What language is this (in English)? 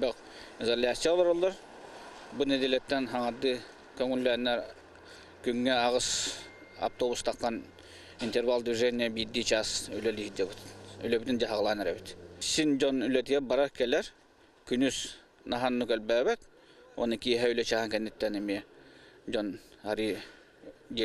Yakut